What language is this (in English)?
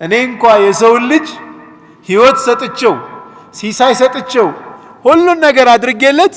Amharic